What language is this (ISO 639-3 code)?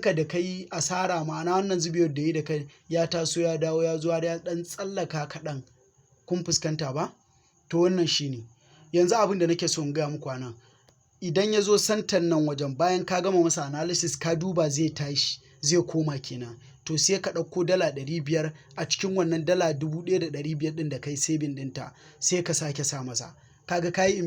hau